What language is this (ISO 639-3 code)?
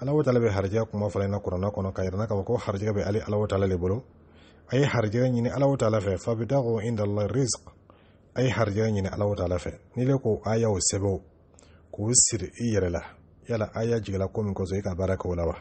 dyu